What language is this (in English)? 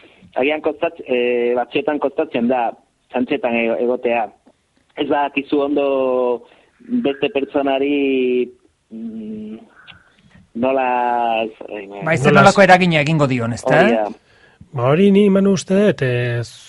Basque